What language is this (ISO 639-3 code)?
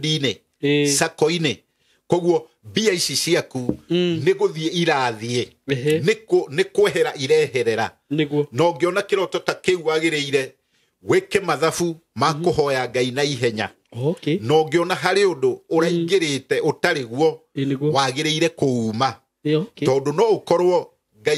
kik